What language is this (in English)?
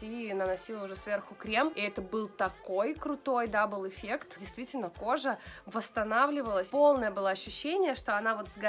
Russian